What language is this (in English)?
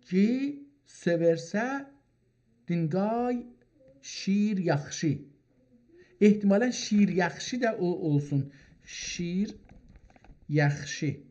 South Azerbaijani